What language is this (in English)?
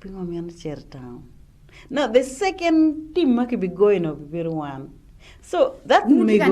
Acoli